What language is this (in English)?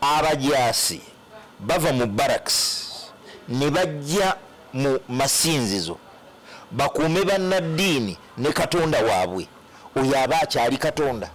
Ganda